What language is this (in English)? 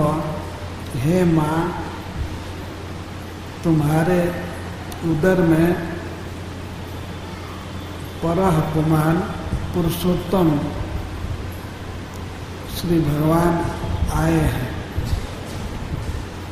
Hindi